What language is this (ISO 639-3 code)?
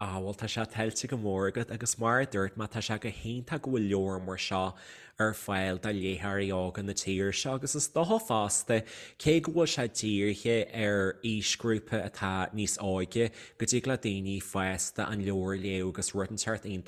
gle